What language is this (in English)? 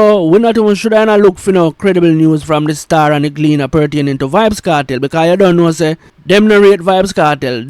Jamaican Creole English